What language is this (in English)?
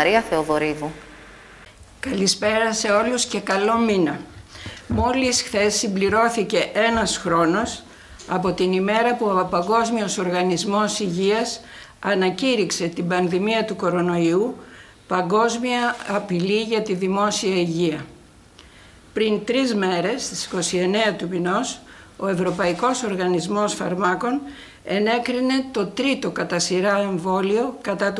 Greek